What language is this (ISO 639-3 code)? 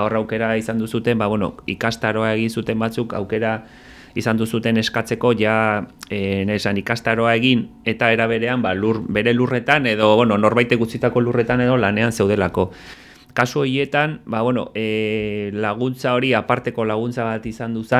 eus